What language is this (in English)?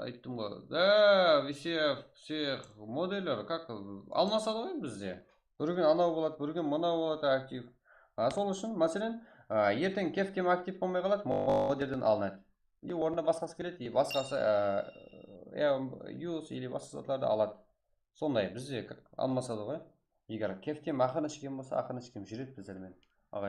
Kara-Kalpak